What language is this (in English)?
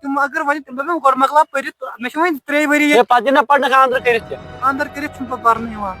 Kashmiri